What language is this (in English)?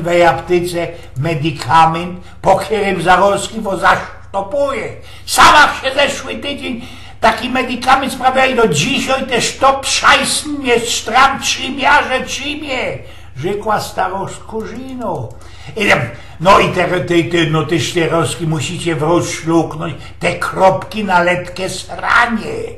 Silesian